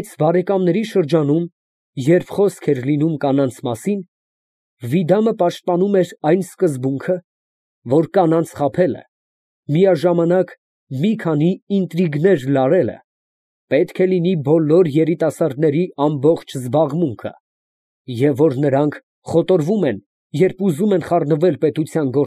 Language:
Armenian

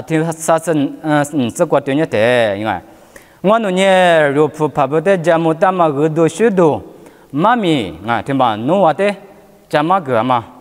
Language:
Lisu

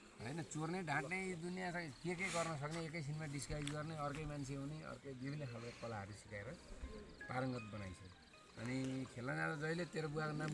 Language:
Nepali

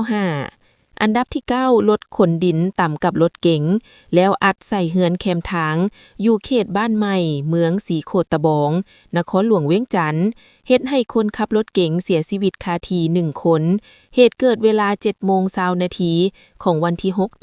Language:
Lao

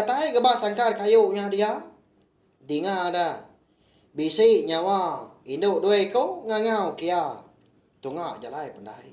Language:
Iban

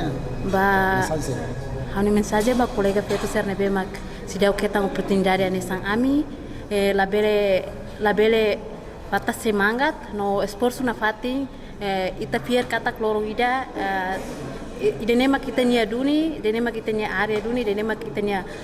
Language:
Tetum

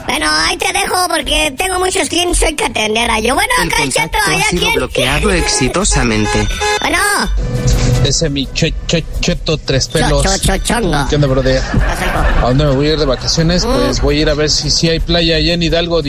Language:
Spanish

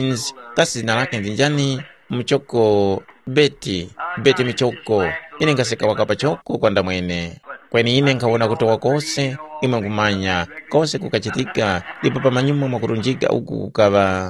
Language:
Tumbuka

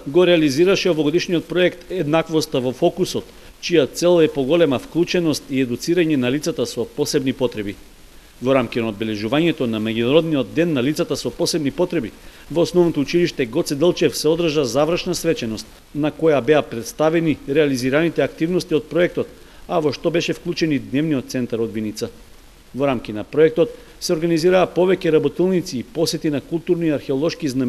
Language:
Macedonian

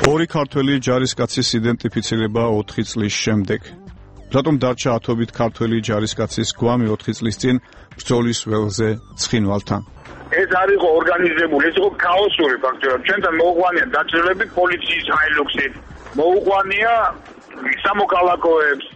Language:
Georgian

